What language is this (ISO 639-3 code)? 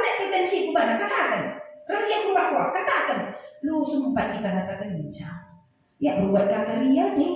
btx